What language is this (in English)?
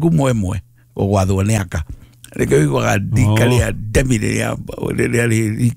Kikuyu